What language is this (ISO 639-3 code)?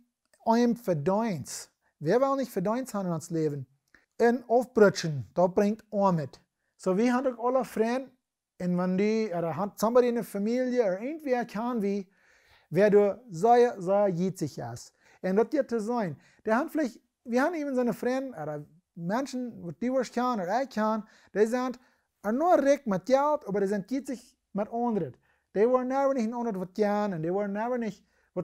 pdt